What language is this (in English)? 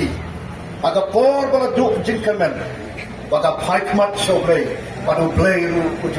Khasi